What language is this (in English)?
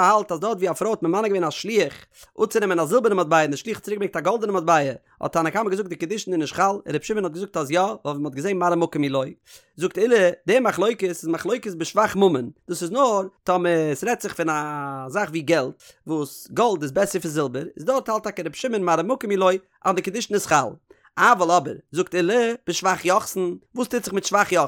Yiddish